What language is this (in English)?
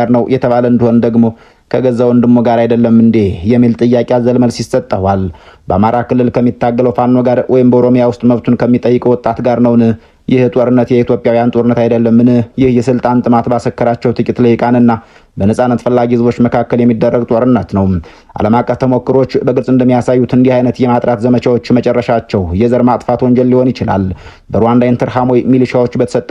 Amharic